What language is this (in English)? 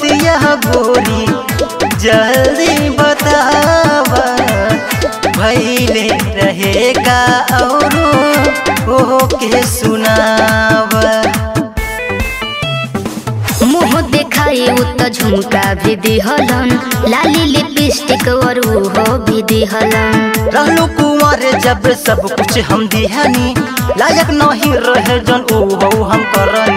Bhojpuri